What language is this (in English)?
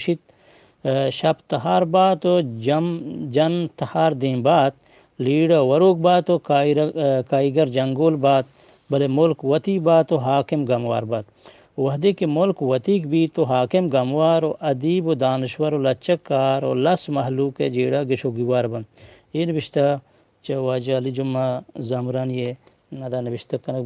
Eastern Balochi